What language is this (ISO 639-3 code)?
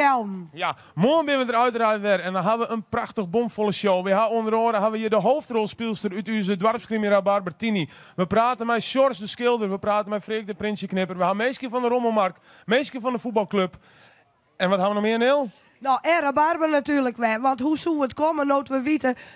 fry